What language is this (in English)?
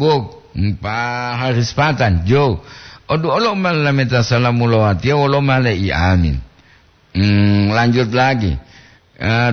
Gorontalo